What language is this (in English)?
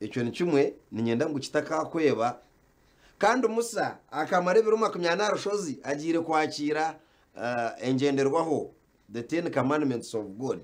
Nyankole